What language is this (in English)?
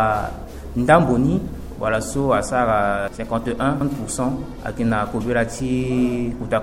Sango